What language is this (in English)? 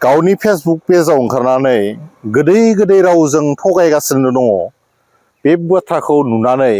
Bodo